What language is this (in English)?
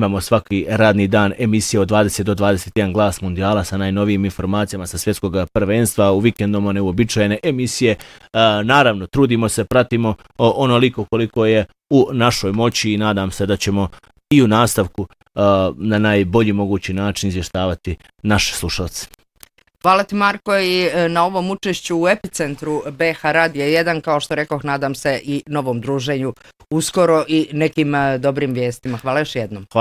Bosnian